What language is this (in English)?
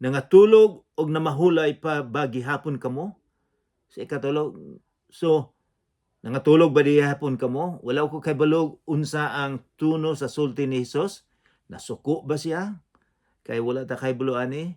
Cebuano